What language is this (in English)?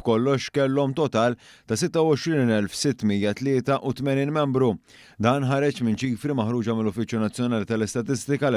Maltese